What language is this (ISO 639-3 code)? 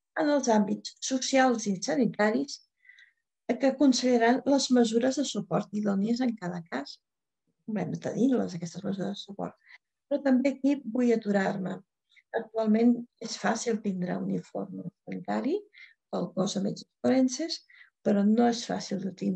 cat